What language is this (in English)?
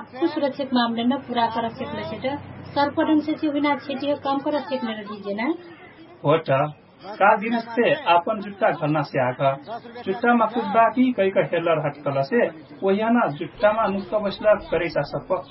Dangaura Tharu